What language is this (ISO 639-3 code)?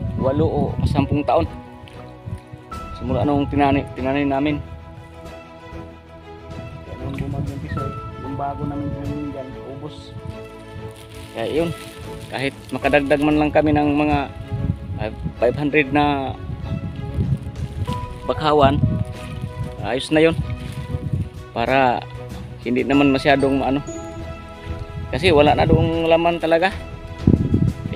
fil